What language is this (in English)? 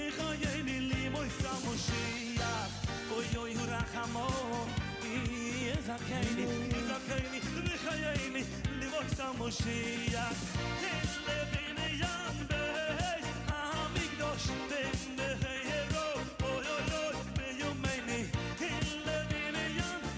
Yiddish